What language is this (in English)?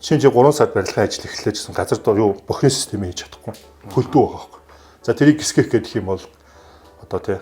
Mongolian